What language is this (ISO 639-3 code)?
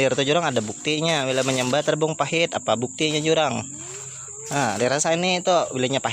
bjn